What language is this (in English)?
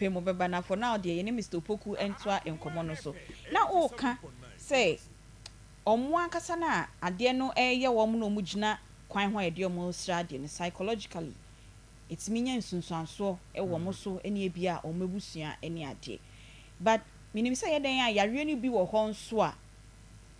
Akan